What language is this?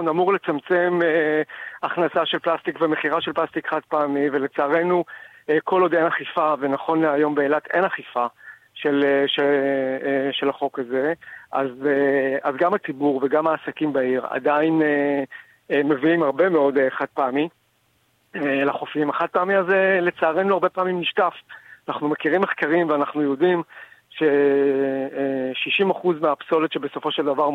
Hebrew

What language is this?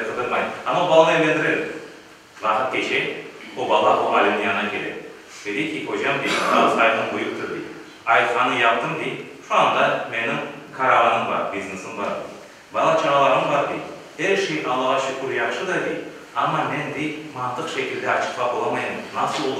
Crimean Tatar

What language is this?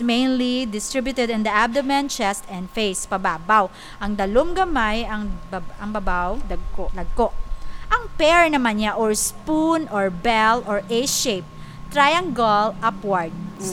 Hiligaynon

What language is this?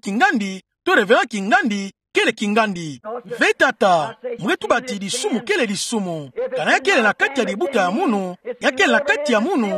Kituba (Democratic Republic of Congo)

